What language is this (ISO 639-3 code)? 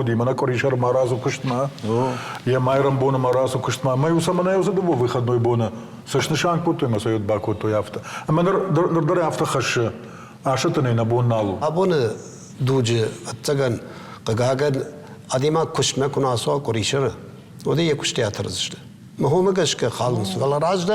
oss